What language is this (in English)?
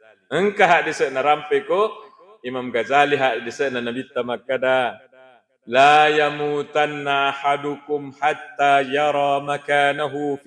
Buginese